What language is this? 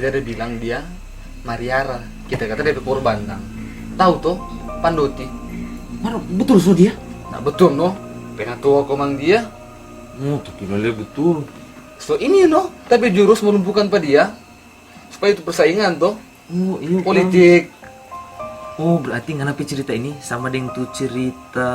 Manado Malay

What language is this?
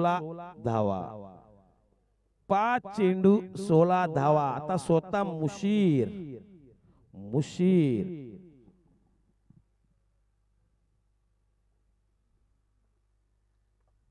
Marathi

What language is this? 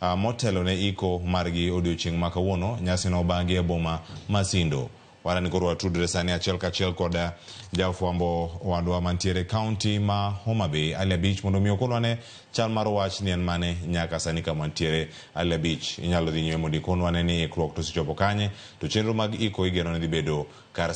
Luo (Kenya and Tanzania)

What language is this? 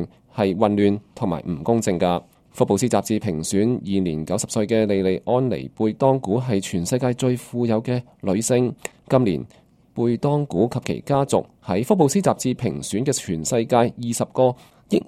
Cantonese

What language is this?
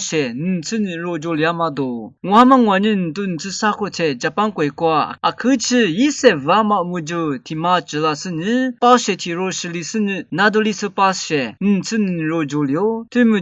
Lisu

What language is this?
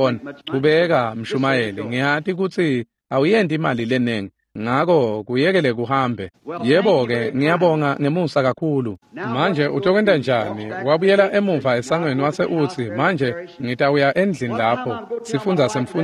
Swati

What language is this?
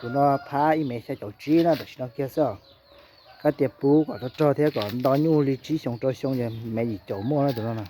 Hmong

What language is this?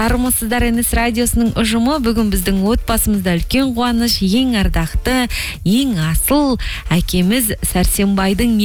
Kazakh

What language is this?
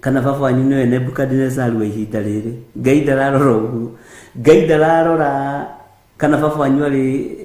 Kikuyu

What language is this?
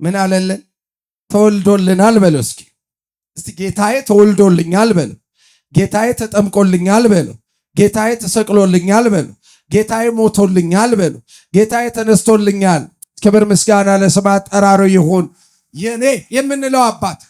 Amharic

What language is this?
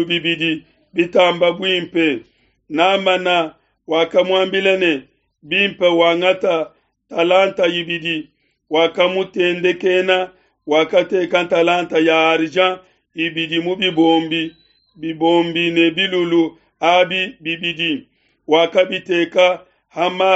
Luba-Lulua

